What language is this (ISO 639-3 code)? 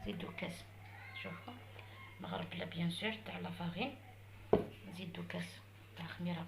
arq